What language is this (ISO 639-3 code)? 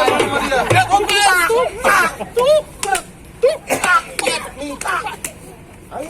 bew